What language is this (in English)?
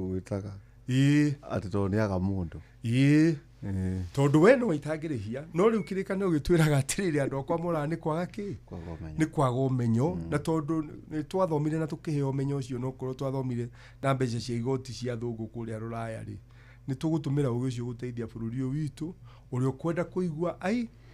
Kikuyu